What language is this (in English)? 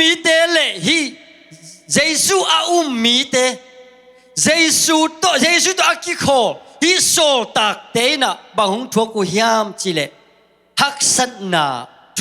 Tedim Chin